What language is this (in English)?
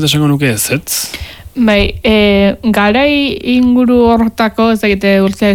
Basque